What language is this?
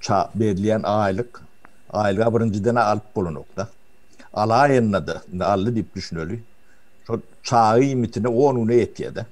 Turkmen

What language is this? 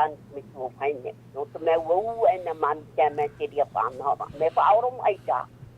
Tahitian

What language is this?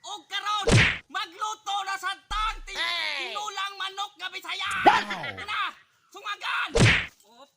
Cebuano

